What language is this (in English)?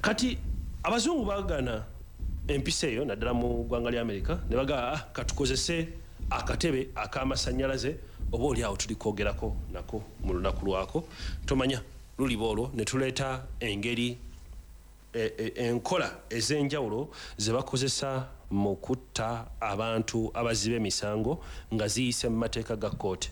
Ganda